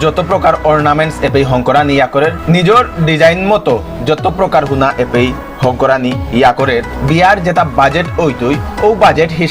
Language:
Bishnupriya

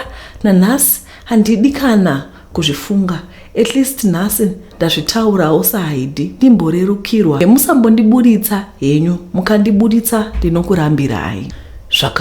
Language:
Shona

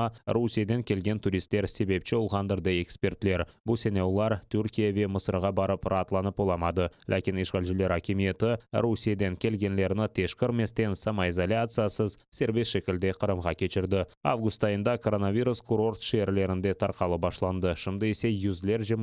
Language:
Crimean Tatar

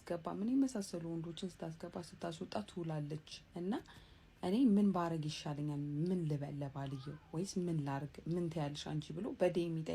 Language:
Amharic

